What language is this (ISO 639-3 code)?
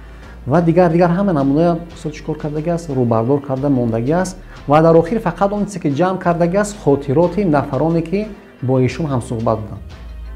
tgk